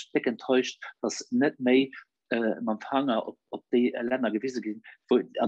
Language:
Luxembourgish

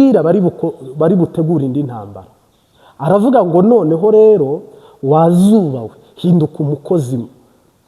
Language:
Kinyarwanda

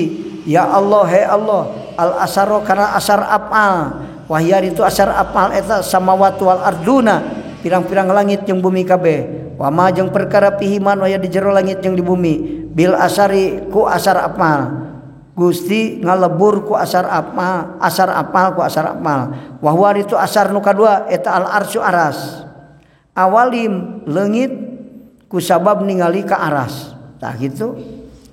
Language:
Sundanese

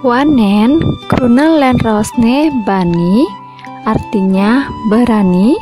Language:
Balinese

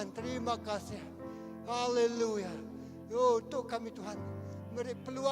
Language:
Iban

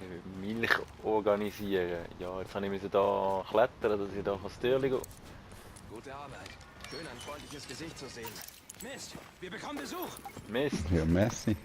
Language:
Swiss German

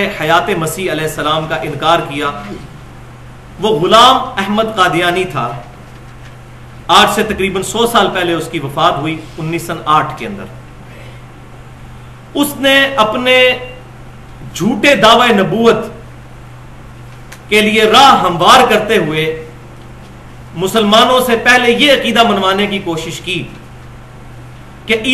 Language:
Urdu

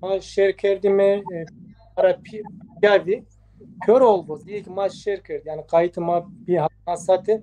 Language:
Zaza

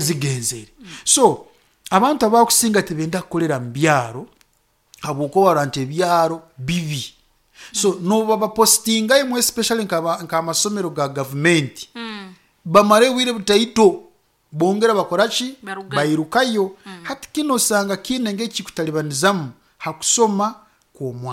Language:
Nyoro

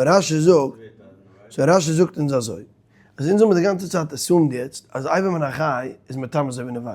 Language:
Yiddish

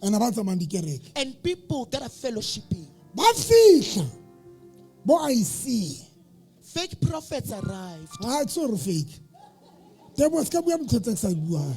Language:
Southern Sotho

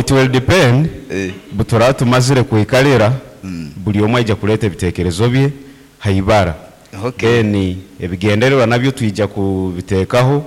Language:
Nyankole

